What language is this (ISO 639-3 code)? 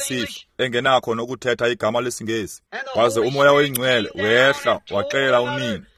xho